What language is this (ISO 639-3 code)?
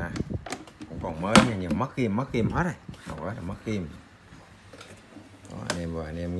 vie